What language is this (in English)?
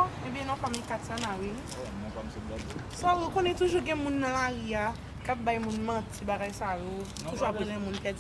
Haitian Creole